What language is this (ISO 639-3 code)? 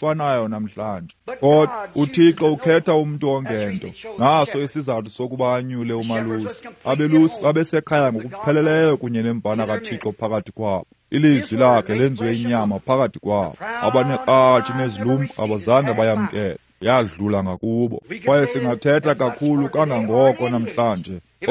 xho